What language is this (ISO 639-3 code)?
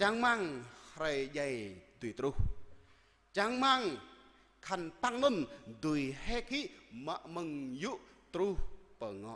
jra